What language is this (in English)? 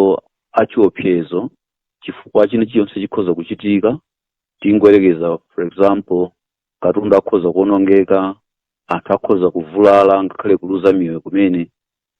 Nyanja